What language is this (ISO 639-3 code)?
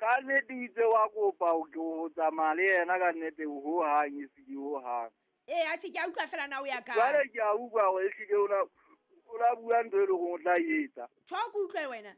sot